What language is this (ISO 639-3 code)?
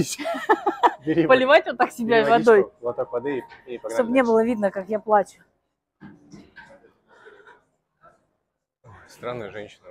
rus